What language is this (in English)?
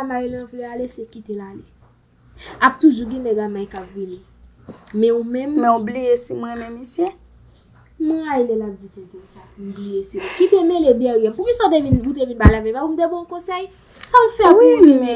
Haitian Creole